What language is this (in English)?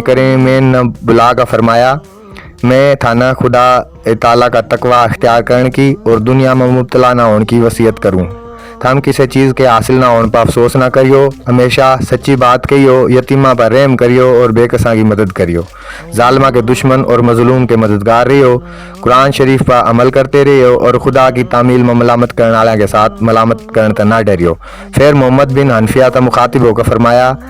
Haryanvi